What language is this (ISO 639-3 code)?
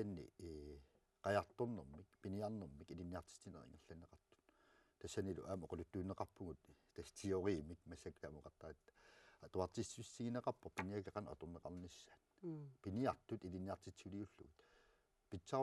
kal